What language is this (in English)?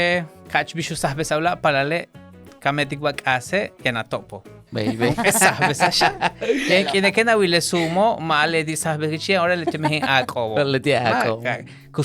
Yucateco